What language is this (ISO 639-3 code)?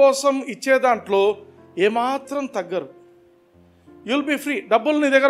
tel